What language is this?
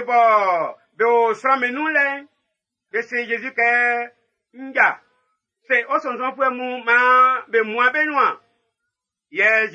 Baoulé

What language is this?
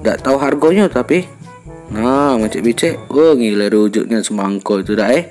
Musi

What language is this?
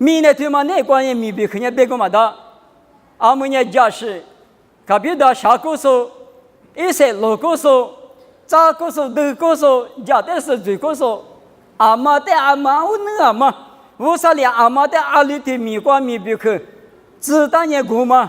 Lisu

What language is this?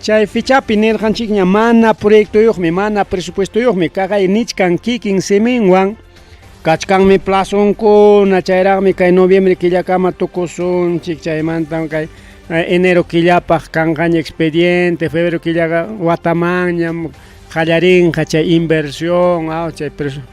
Ayacucho Quechua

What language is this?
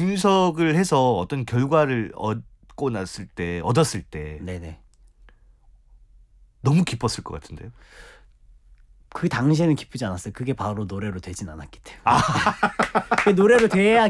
Korean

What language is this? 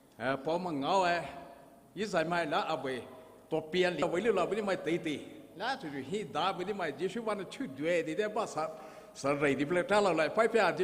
Poumei Naga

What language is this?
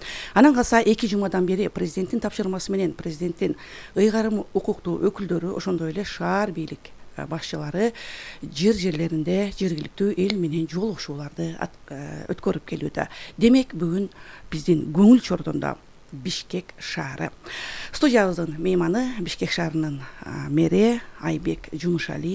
Kyrgyz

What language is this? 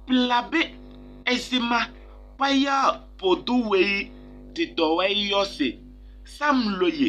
Kabiyè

